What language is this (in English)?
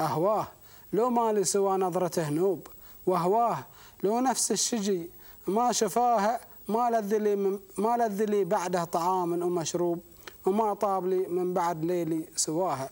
Gulf Arabic